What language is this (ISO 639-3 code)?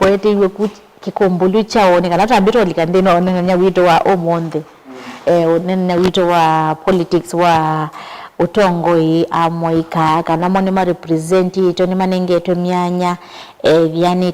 kam